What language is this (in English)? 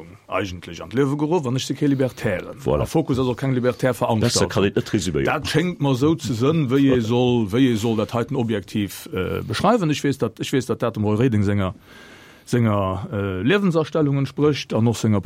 Luxembourgish